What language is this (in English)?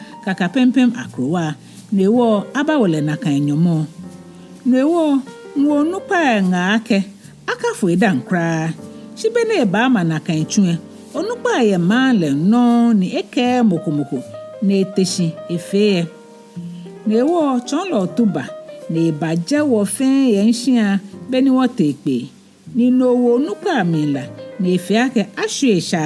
Ga